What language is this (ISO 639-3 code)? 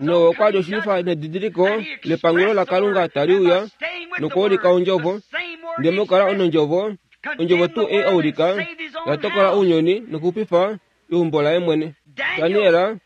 kua